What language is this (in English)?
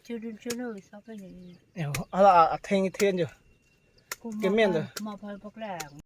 Karbi